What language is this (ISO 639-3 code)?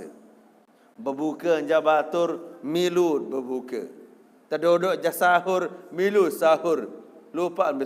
sas